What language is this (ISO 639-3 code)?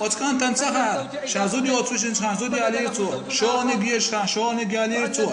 che